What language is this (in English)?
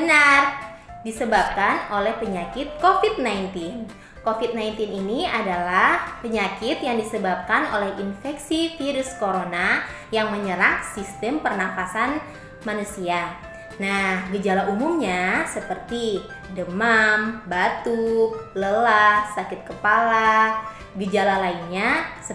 Indonesian